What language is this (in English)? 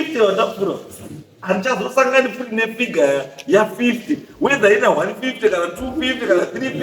Shona